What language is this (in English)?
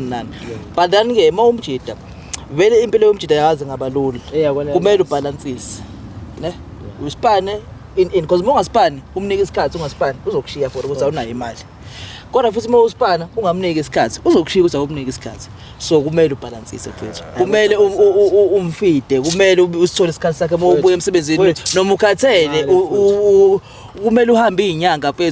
Zulu